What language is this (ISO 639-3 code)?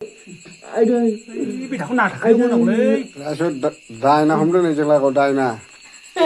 brx